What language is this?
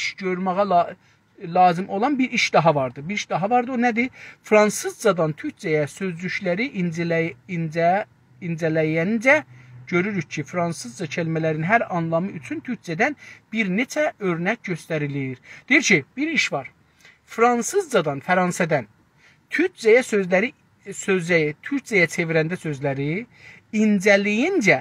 South Azerbaijani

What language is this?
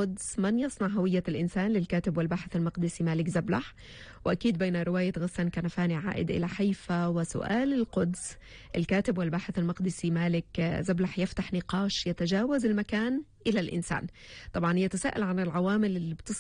North Levantine Arabic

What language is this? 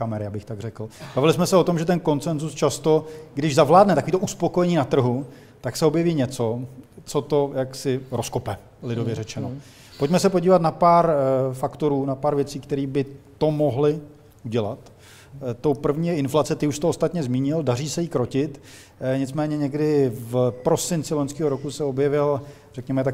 Czech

